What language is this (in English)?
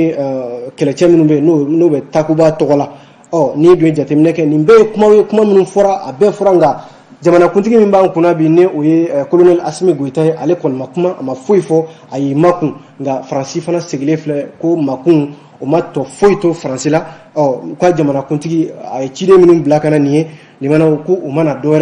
Bambara